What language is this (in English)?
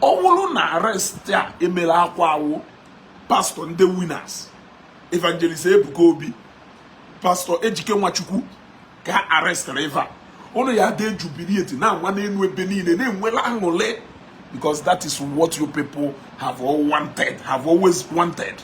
Igbo